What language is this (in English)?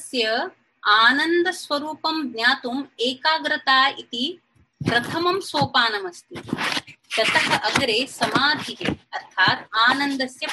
Sanskrit